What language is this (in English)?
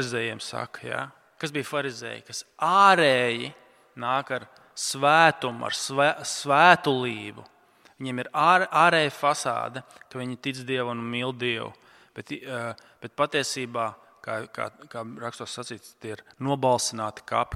Latvian